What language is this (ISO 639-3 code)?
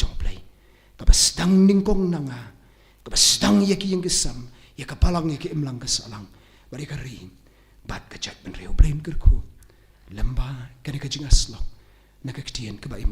kha